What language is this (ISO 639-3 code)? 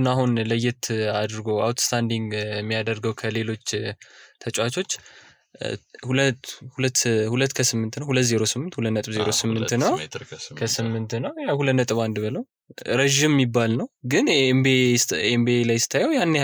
amh